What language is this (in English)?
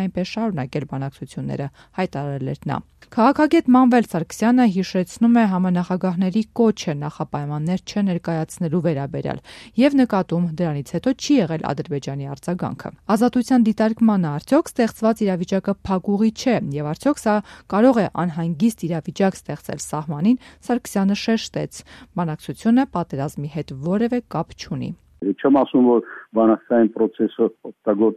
Armenian